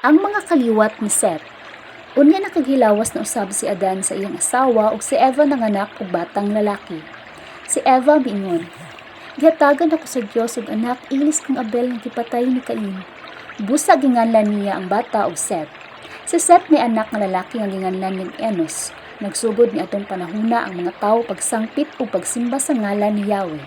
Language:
Cebuano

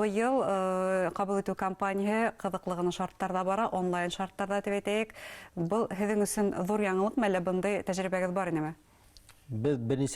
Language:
Bashkir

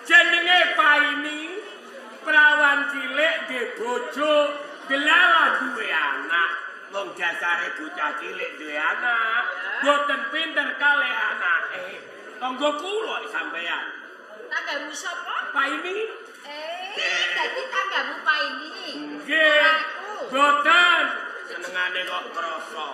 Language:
Javanese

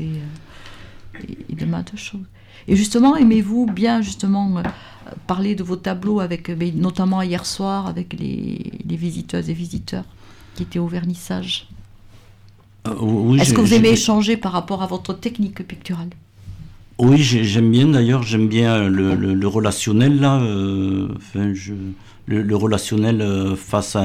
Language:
French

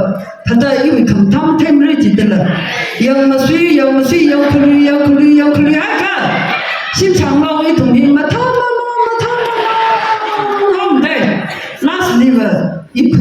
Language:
Tangkhul Naga (India)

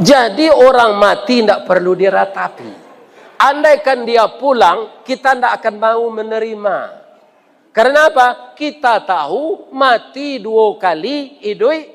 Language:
Minangkabau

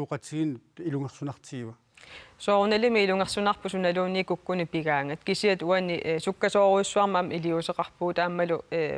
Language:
Kalaallisut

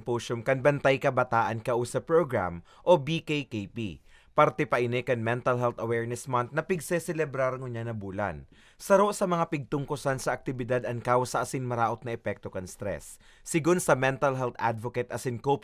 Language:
Bikol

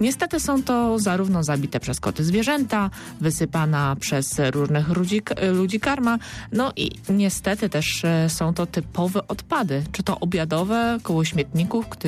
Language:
Polish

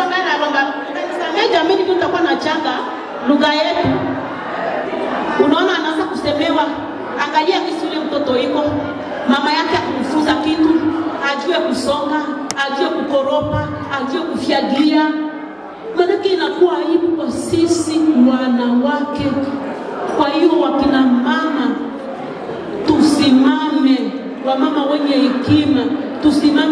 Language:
Swahili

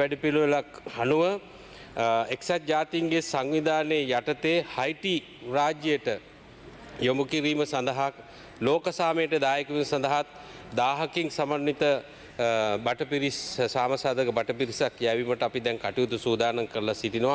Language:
Sinhala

